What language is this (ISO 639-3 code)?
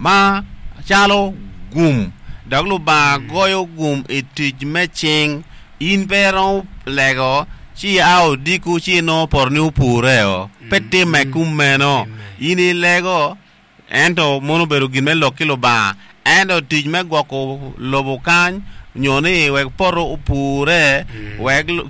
ach